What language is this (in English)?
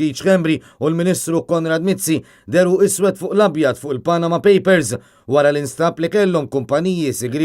Maltese